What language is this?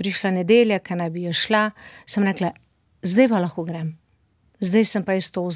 Slovenian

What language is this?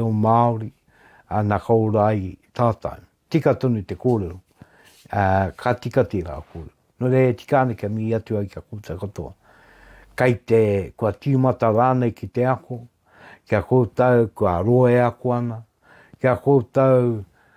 Māori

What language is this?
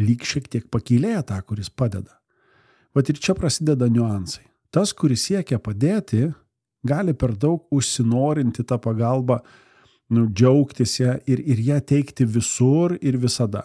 Lithuanian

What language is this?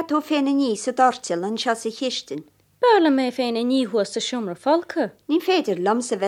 Irish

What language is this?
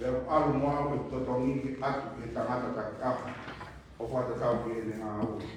Tongan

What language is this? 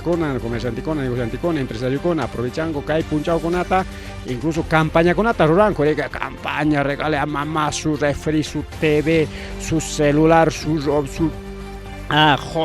Ayacucho Quechua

